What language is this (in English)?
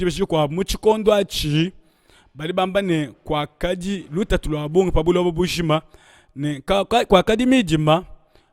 Luba-Lulua